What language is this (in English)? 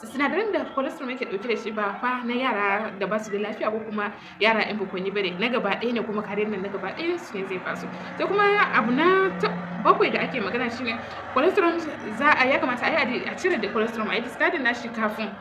Hausa